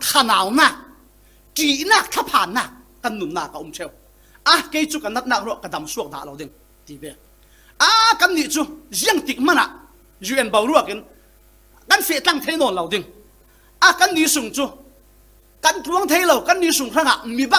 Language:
Falam Chin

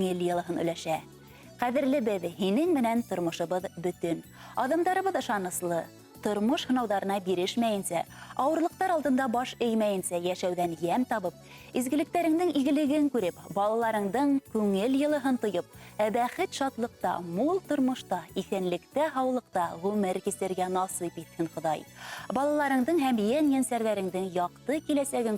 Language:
Bashkir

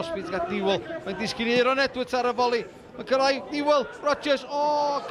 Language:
Welsh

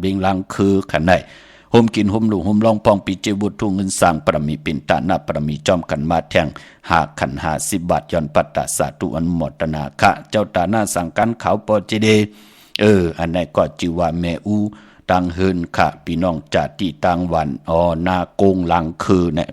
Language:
Shan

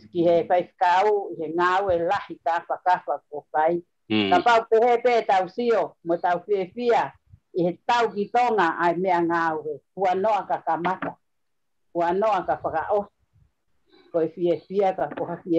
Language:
Tongan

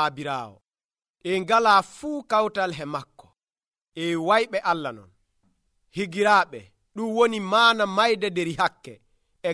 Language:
Nigerian Fulfulde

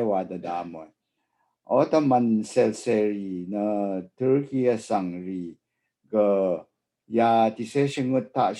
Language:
Rawang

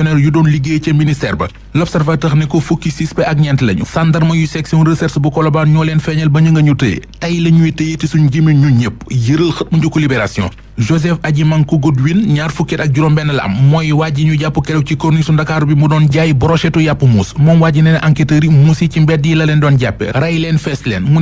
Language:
Wolof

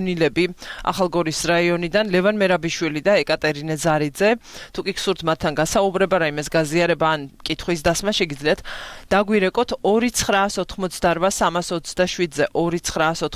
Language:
Georgian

